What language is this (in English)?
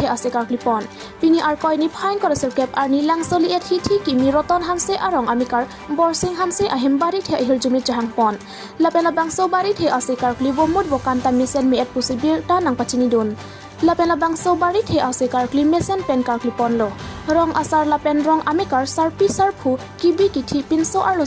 Karbi